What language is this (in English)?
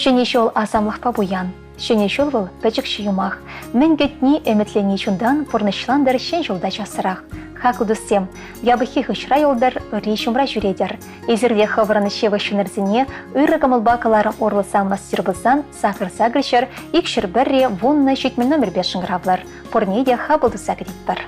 Chuvash